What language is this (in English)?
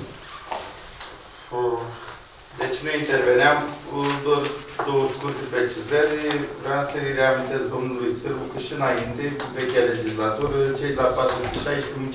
Romanian